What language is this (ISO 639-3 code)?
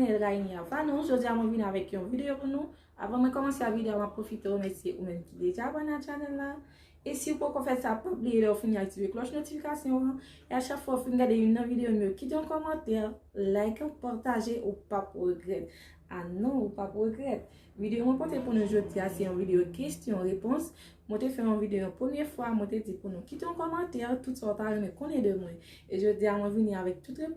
hat